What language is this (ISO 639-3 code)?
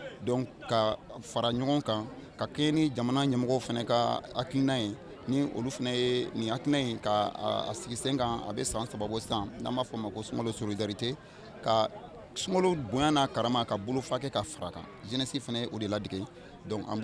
bam